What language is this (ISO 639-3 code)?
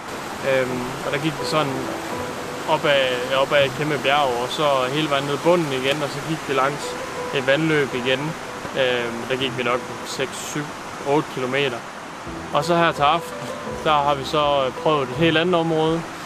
dan